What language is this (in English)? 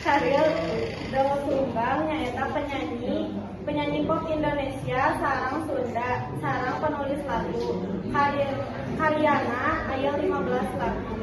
Sundanese